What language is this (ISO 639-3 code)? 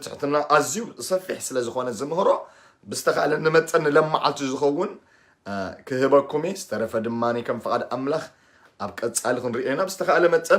tir